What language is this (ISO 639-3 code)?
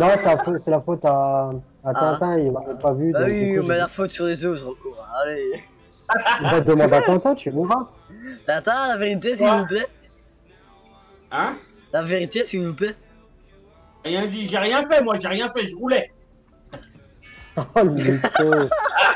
fra